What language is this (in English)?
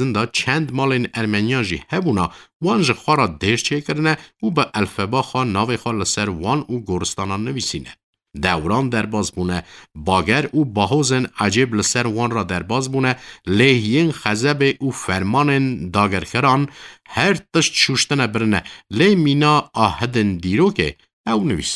Kurdish